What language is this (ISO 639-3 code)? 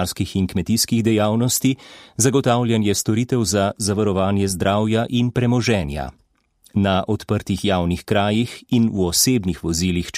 slv